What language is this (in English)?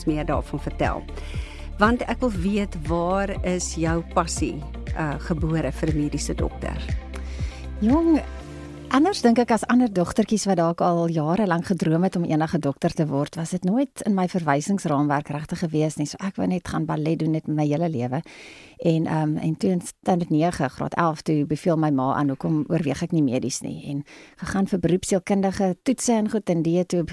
Afrikaans